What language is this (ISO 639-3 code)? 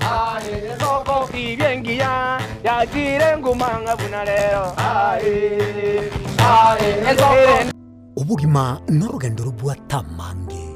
guz